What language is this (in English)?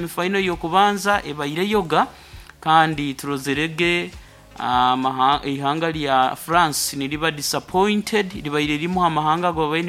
Nyoro